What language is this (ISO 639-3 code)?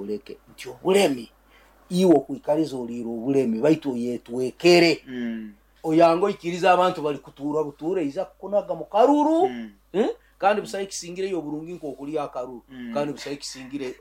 nyo